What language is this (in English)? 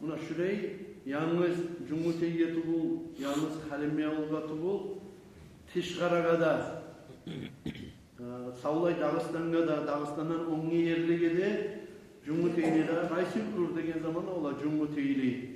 Kumyk